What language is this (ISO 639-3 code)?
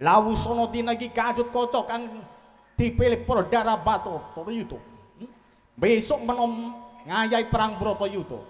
jav